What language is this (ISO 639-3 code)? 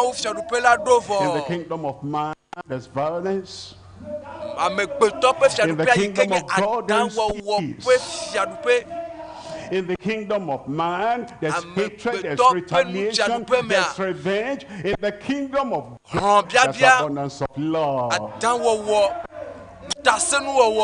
ewe